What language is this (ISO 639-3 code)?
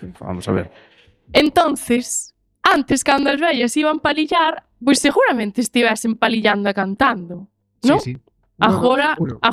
glg